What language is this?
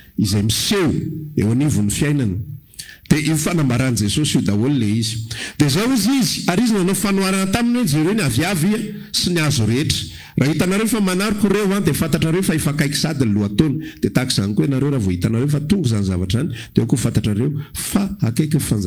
Malagasy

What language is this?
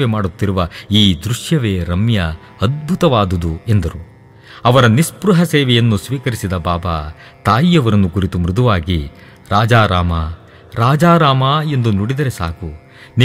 Kannada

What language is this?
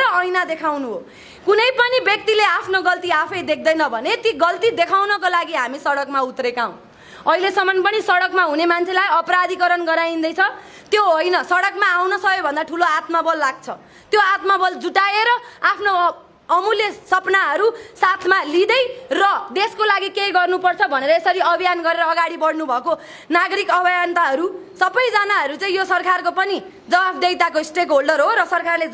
Nepali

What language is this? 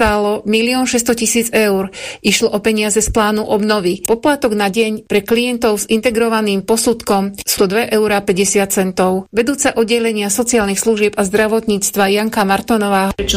Slovak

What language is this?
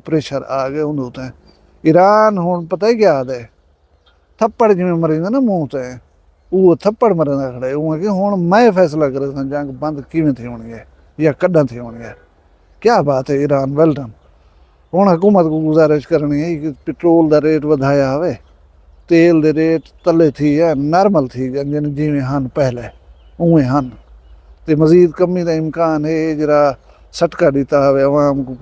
Saraiki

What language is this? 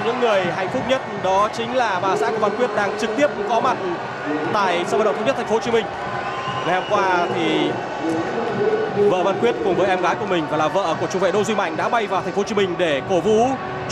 Vietnamese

